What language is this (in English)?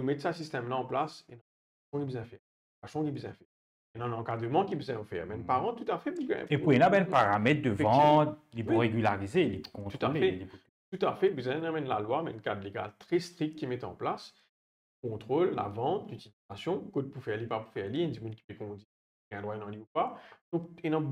Morisyen